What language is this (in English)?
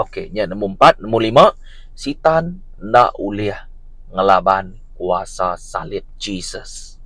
Iban